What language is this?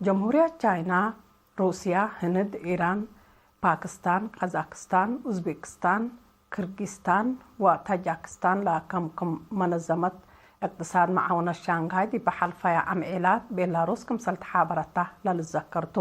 Tigre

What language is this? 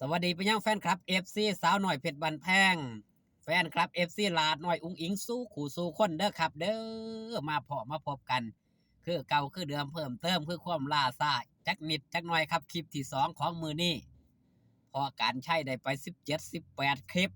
Northeastern Thai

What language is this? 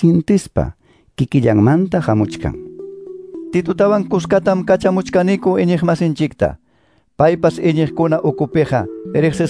Quechua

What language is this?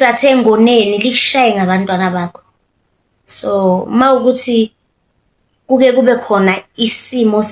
Zulu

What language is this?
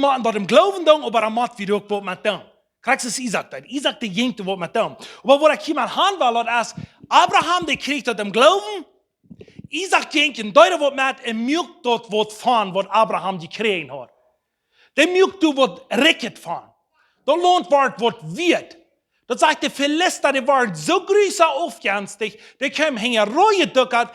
Plautdietsch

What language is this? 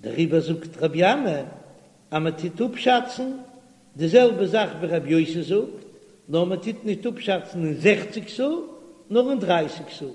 Yiddish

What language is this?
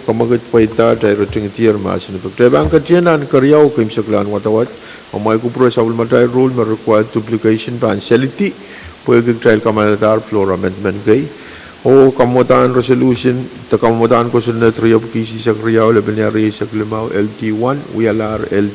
Pohnpeian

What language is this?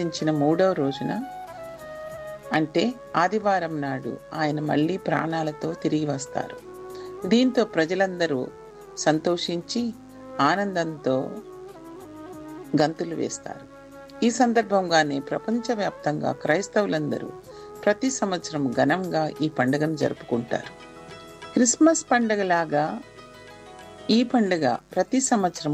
Telugu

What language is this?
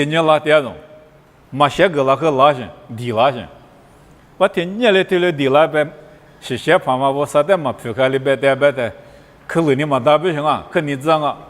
Lisu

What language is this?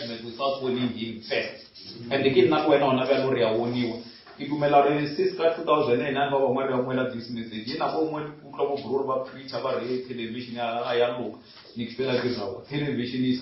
Northern Sotho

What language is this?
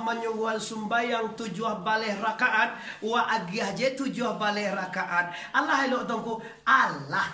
Minangkabau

